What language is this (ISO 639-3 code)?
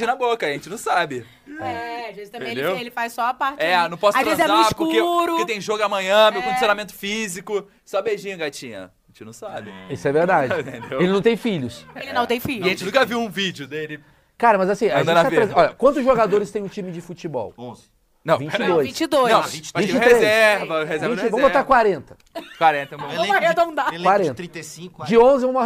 por